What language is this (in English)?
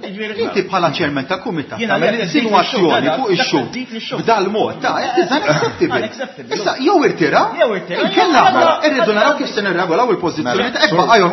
Maltese